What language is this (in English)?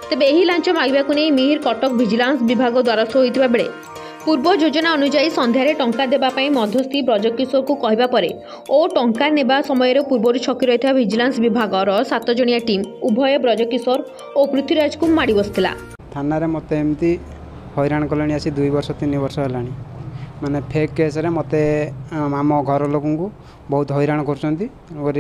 Odia